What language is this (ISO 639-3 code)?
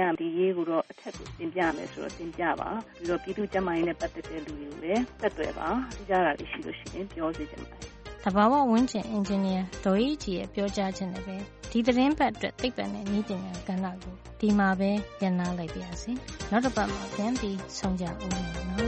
mya